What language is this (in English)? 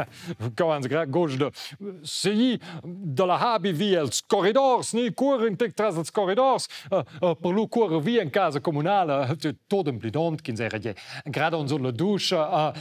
Romansh